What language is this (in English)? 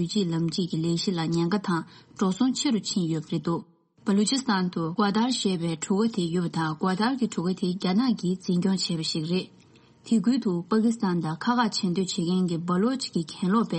Tibetan